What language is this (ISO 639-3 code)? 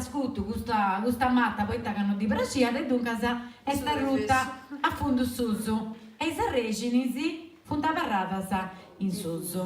srd